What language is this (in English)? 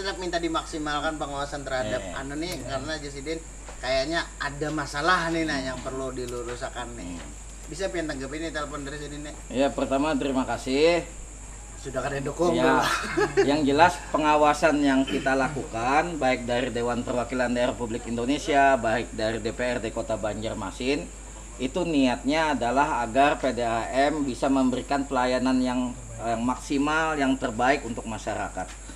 Banjar